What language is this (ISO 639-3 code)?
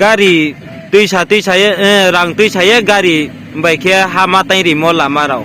ria